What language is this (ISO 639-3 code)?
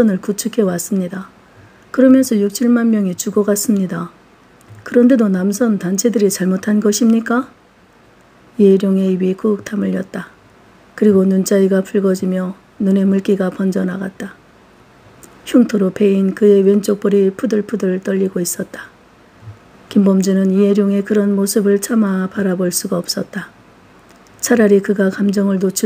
kor